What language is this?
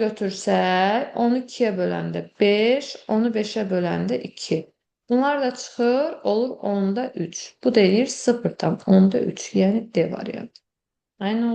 Azerbaijani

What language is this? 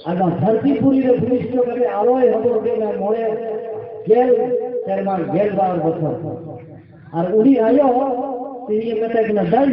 Santali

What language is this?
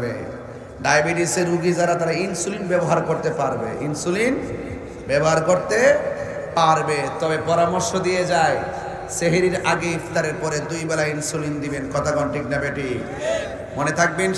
Bangla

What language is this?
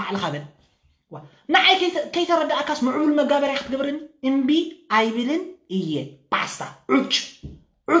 Tigrinya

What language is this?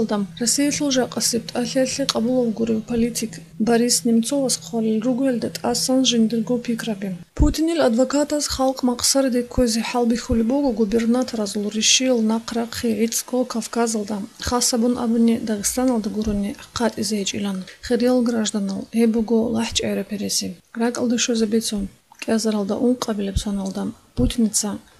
Avaric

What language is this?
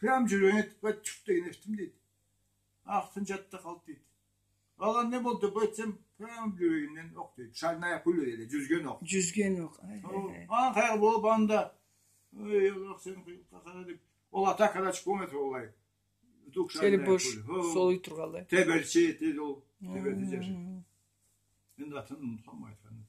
Karachay-Balkar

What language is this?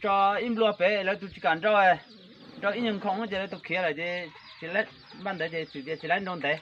Hmong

